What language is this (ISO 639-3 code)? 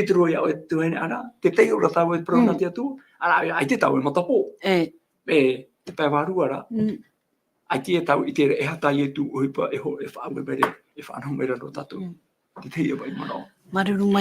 tah